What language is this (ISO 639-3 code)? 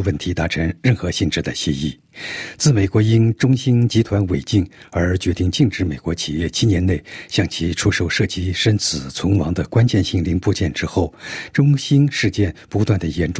zho